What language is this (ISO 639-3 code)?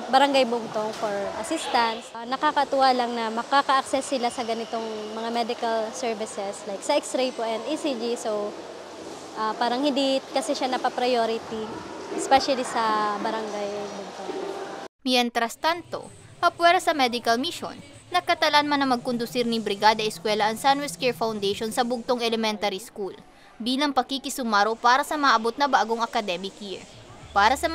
bik